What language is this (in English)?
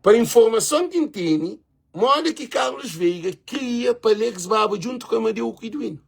Kabuverdianu